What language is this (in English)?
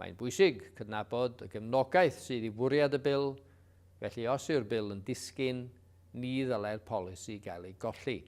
Welsh